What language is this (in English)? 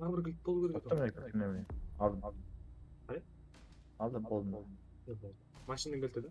Kara-Kalpak